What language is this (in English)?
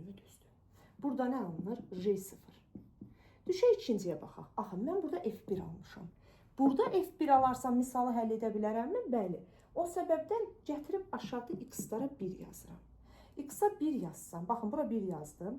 Azerbaijani